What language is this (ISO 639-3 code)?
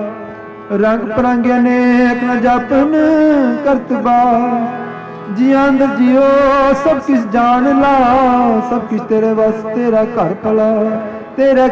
pan